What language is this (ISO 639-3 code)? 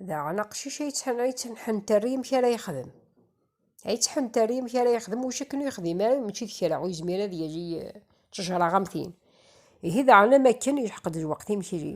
kab